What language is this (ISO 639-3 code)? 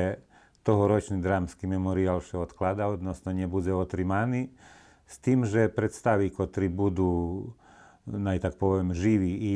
rue